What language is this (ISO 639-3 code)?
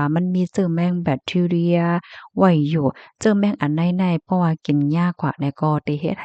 shn